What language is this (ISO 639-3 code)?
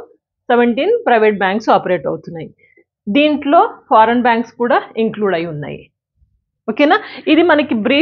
tel